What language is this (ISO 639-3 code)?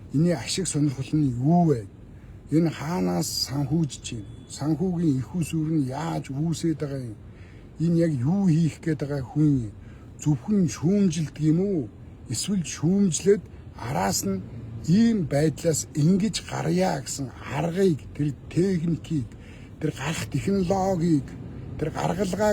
mon